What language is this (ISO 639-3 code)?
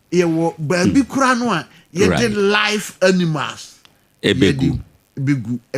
aka